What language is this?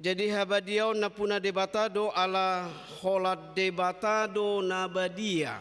Batak Toba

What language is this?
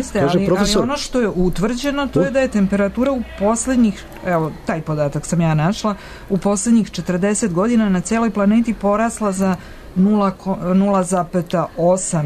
Serbian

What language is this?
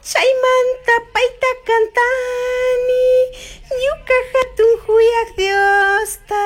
Chimborazo Highland Quichua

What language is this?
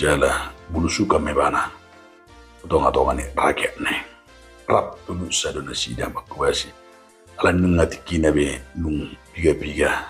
Batak Toba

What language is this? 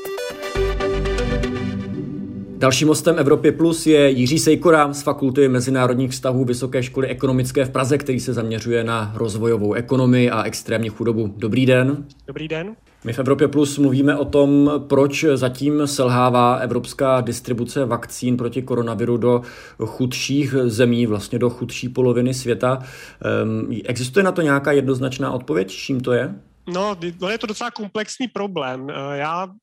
Czech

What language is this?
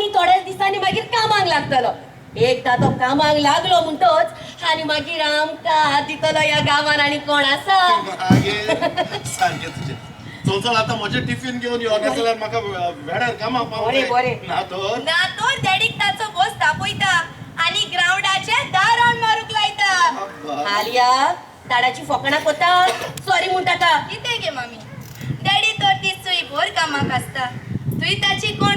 Konkani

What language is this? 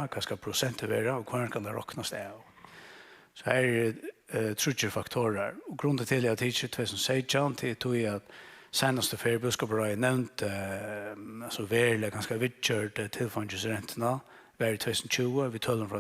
Faroese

